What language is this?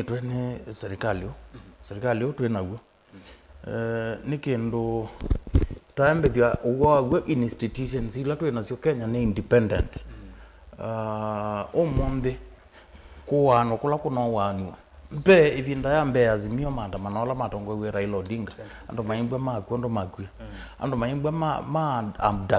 Kamba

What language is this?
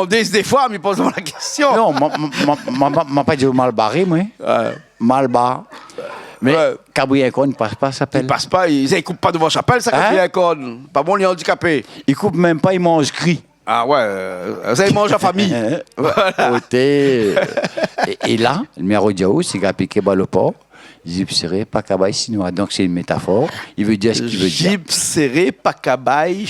Réunion Creole French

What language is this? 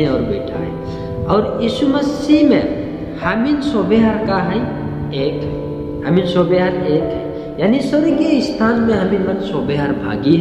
Sadri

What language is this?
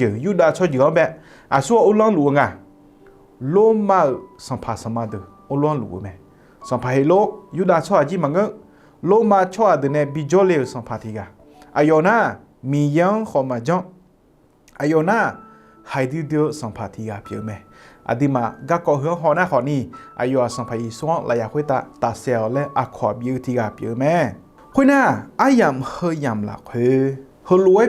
Akha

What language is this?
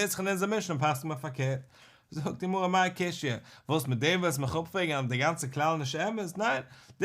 Yiddish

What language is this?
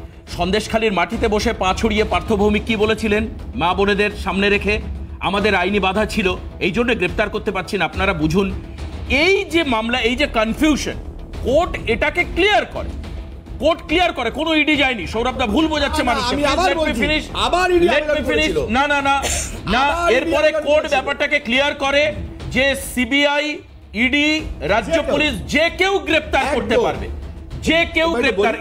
Bangla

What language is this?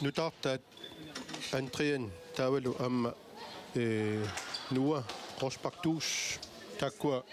Kalaallisut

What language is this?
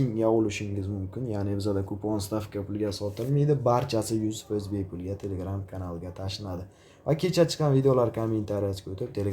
Uzbek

